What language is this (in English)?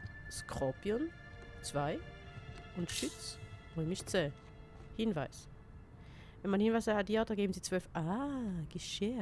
Swiss German